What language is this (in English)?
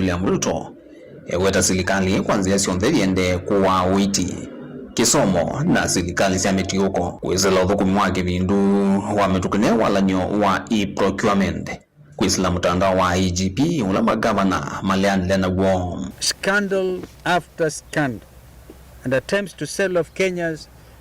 Kamba